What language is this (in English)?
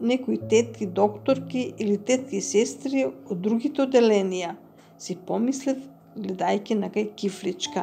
Macedonian